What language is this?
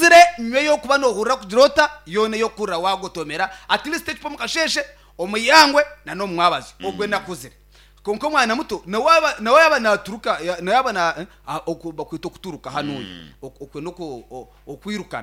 Nyankole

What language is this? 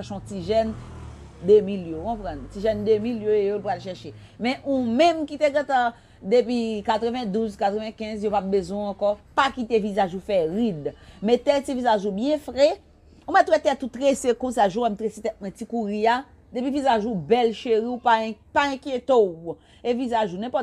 Haitian Creole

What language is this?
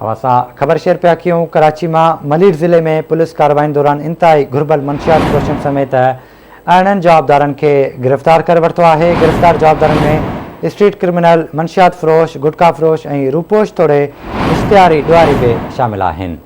Sindhi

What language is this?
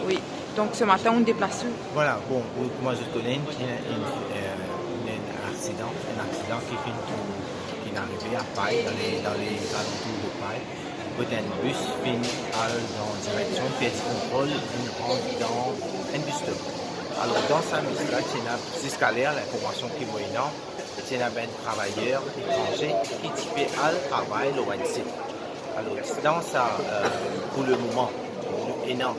Morisyen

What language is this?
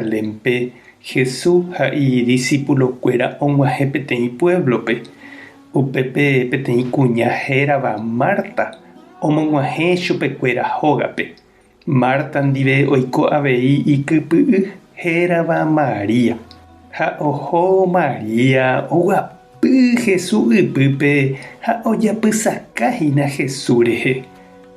Guarani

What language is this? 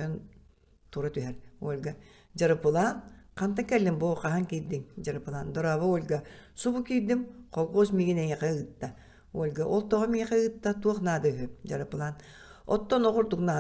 Yakut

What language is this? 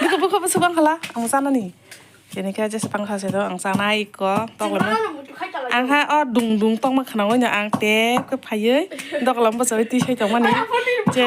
Kok Borok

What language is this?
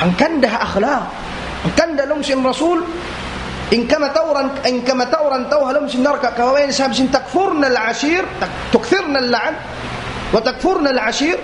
Tausug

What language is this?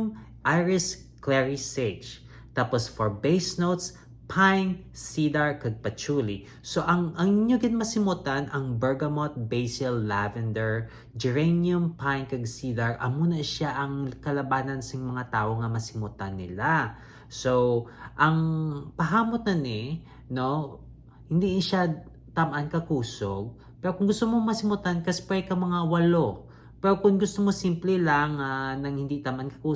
Hiligaynon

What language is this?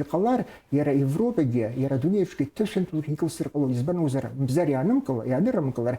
Abkhazian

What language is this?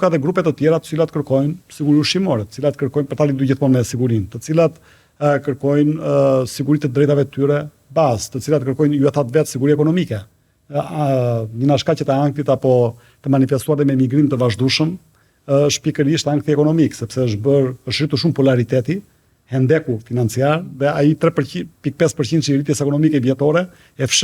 Albanian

